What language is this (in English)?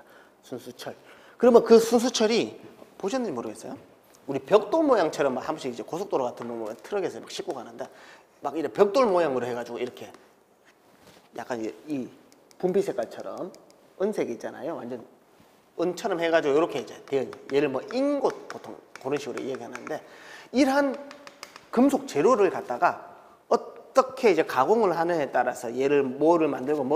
Korean